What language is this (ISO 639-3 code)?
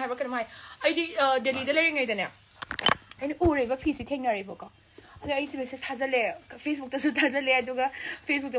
mni